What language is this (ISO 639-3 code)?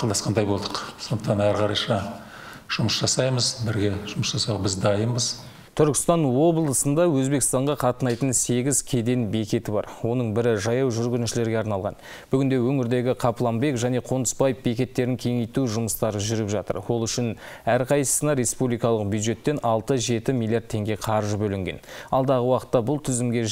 kaz